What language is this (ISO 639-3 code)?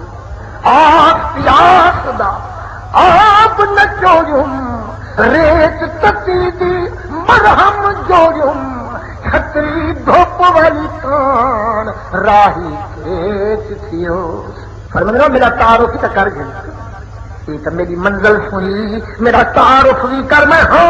skr